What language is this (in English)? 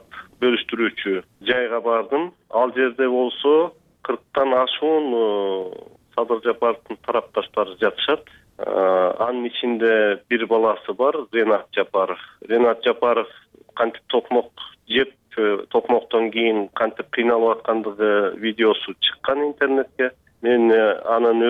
Kyrgyz